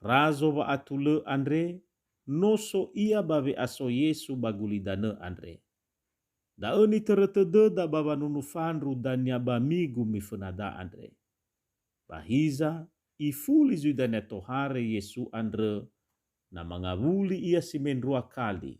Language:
Nias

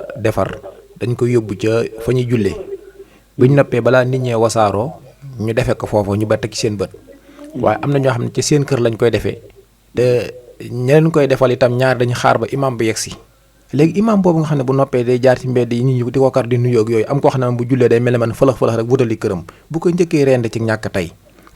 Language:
Wolof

